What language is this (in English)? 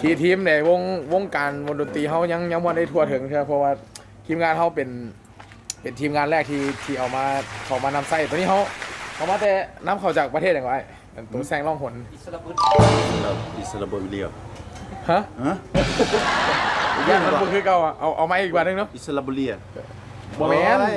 Lao